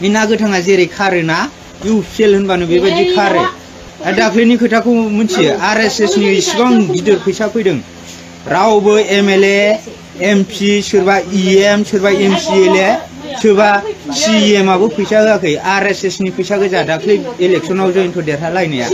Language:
Bodo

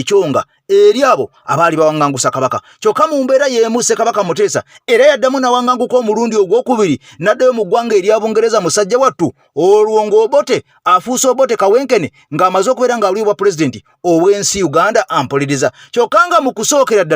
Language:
Ganda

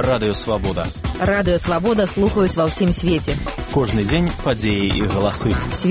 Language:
Belarusian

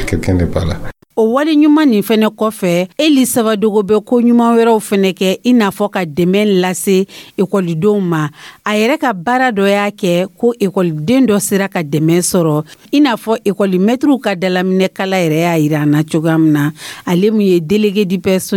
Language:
Dyula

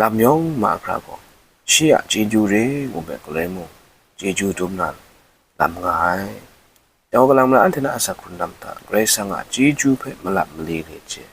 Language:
Kachin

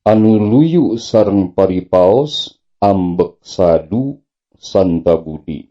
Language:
Sundanese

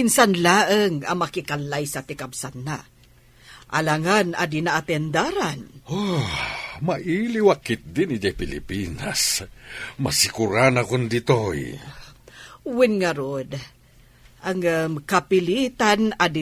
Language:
Iloko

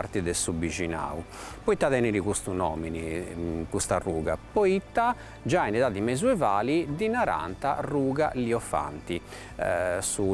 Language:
Sardinian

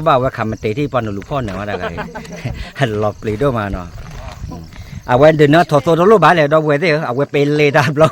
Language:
S'gaw Karen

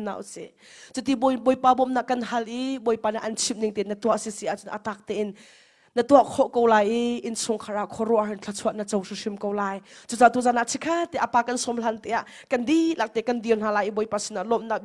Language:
Hakha Chin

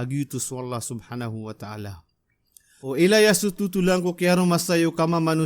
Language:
Maranao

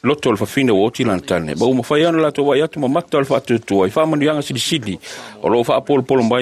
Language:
Samoan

